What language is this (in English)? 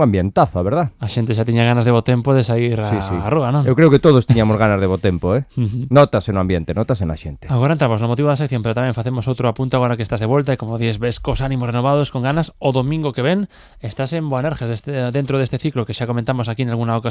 Galician